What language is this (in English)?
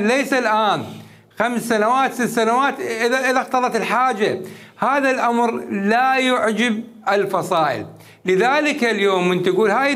Mesopotamian Arabic